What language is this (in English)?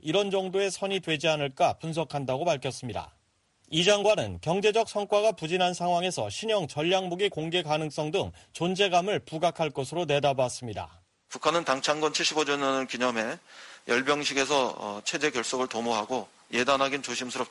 Korean